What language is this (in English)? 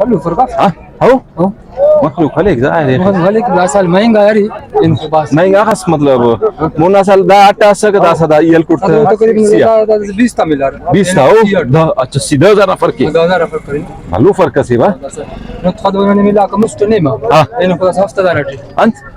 Brahui